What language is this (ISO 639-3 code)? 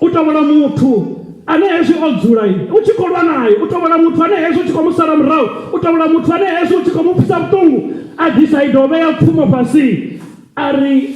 ven